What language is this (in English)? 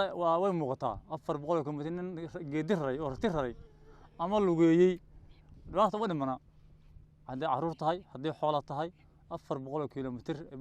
Somali